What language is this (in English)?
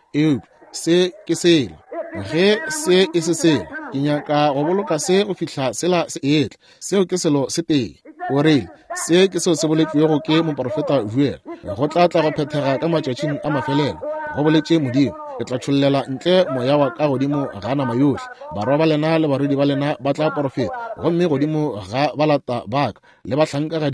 Northern Sotho